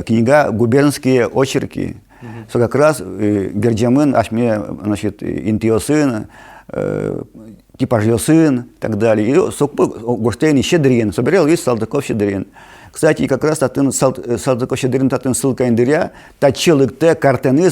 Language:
Udmurt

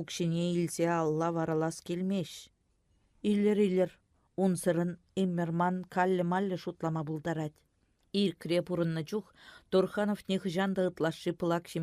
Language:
Chuvash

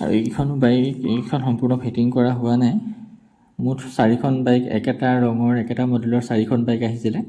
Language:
Assamese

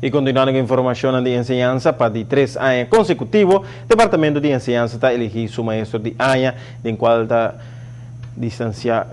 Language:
Papiamento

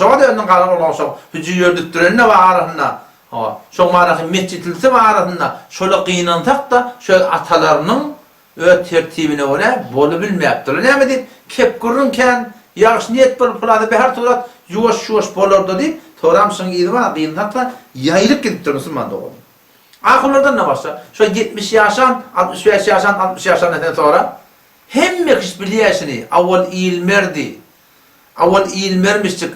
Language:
Turkmen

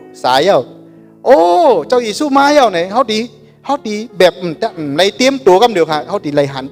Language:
Shan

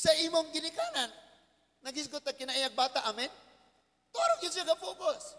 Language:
Cebuano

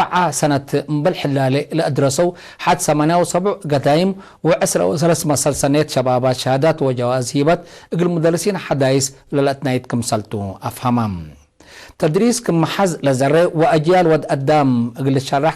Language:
Tigre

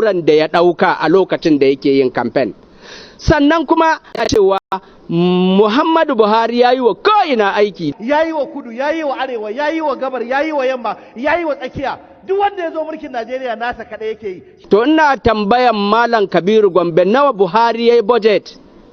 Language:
Hausa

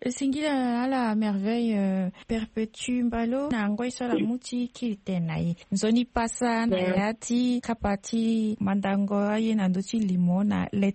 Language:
Sango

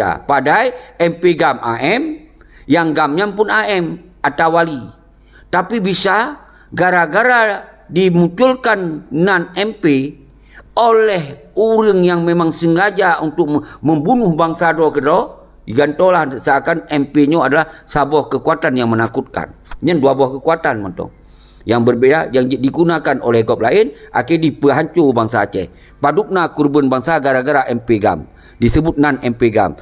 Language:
Achinese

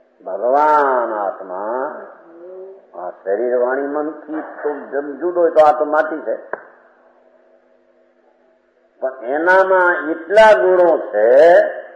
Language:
Gujarati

